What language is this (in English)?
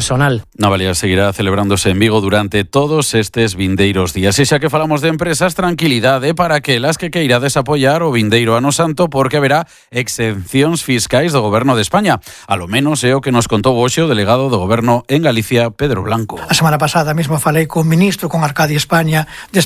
Galician